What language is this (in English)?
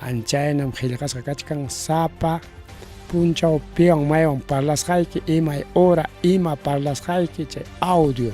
Ayacucho Quechua